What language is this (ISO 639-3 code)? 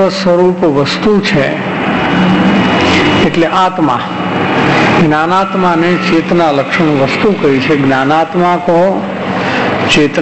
guj